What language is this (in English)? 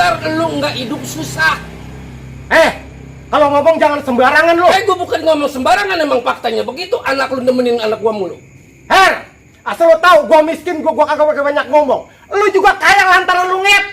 Betawi